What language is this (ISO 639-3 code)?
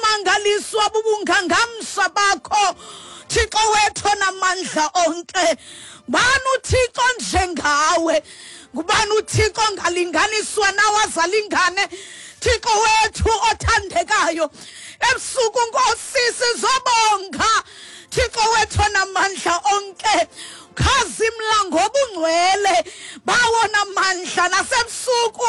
xho